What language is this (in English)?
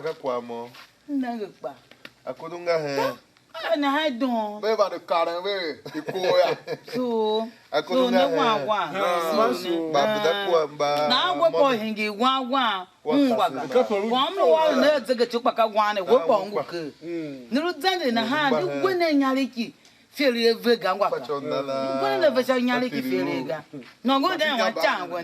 Tiv